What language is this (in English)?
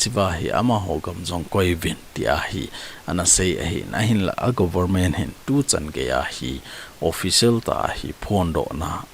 Thado Chin